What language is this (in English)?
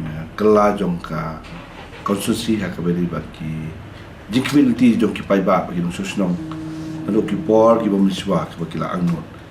Khasi